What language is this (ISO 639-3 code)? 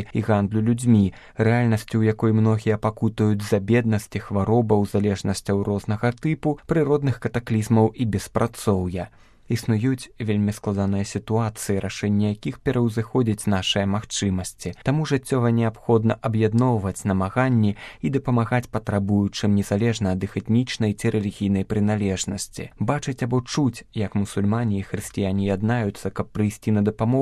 bel